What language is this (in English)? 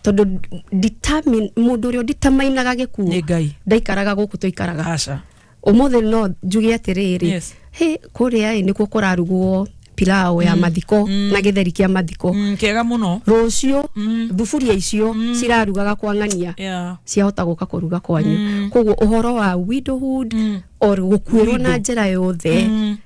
Kikuyu